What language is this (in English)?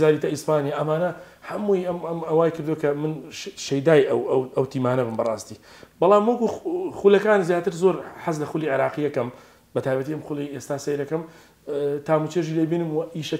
Central Kurdish